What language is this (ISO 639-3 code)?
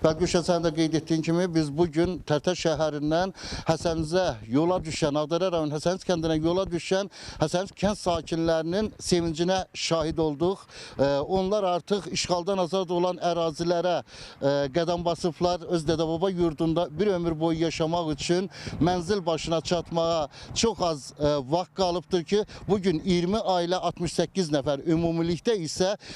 aze